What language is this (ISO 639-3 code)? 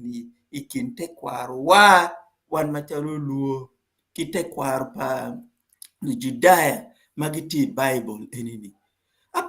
ach